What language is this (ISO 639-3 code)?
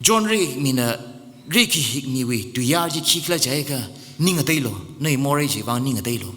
nmf